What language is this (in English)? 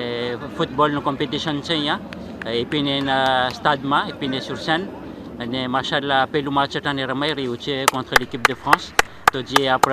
Gujarati